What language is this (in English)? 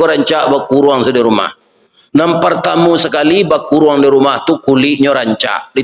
Minangkabau